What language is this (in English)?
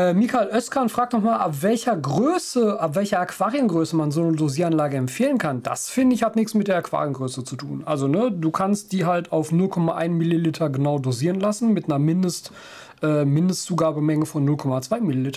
German